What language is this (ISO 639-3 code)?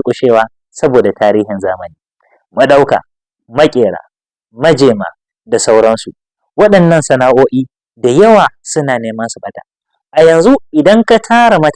hau